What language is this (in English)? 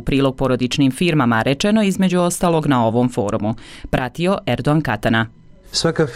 Bosnian